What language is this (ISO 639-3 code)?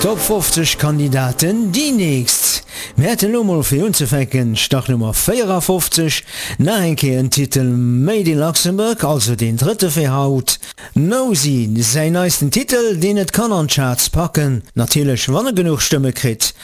ltz